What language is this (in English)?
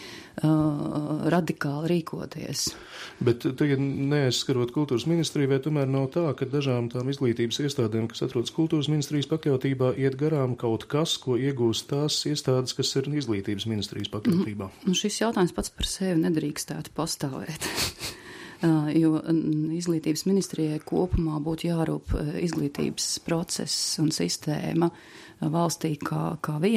Latvian